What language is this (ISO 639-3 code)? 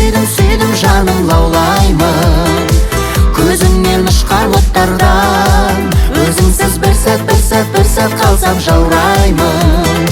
kaz